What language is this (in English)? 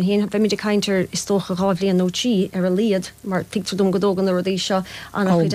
Irish